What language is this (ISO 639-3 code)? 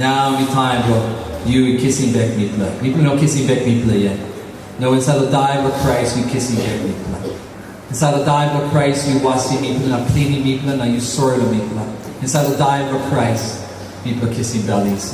tpi